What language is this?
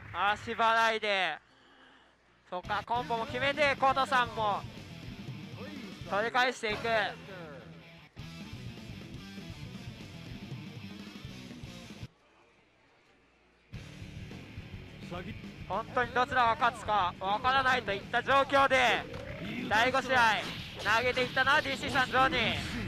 Japanese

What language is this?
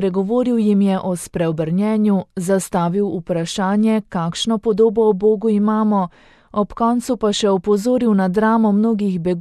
Slovenian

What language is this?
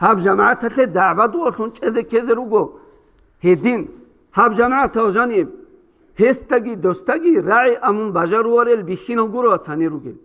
Avaric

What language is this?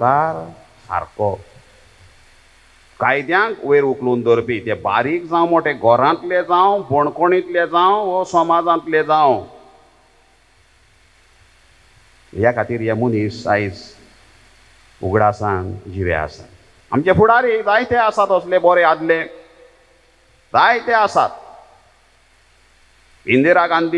Konkani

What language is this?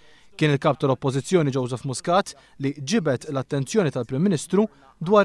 Maltese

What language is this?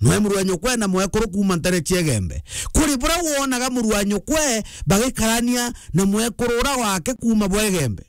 Meru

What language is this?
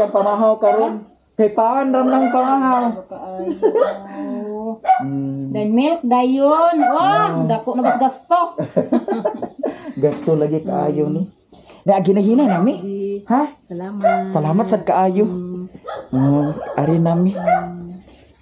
Cebuano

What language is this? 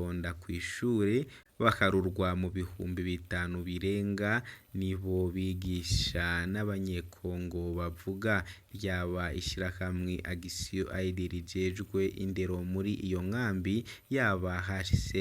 Rundi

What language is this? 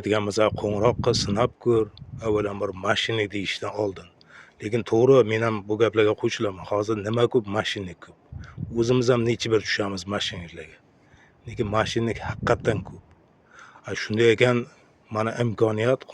Uzbek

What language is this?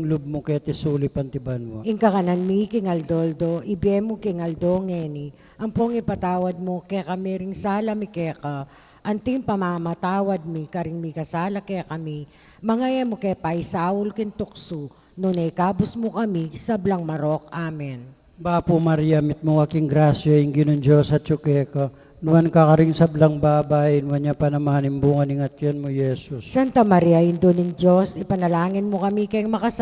Pampanga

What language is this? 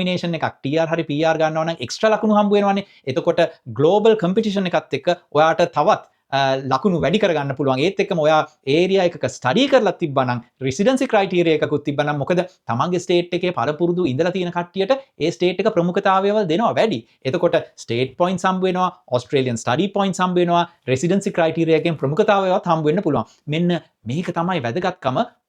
Sinhala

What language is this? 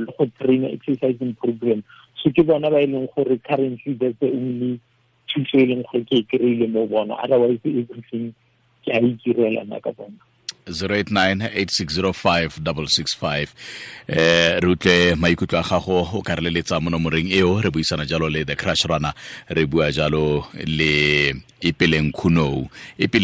Tswana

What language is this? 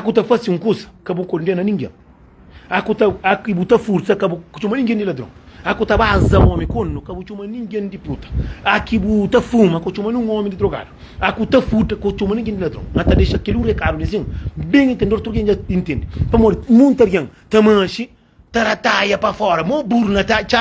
Kabuverdianu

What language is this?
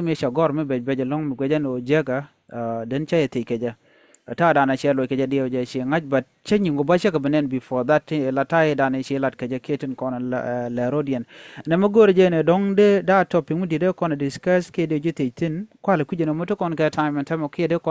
Nuer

